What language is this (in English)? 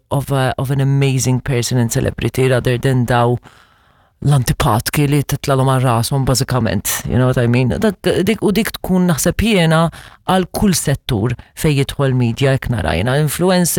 Maltese